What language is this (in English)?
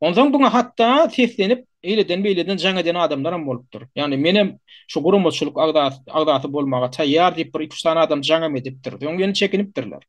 Turkmen